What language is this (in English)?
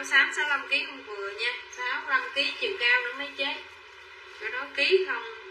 Vietnamese